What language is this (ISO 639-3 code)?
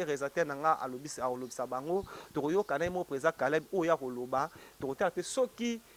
lin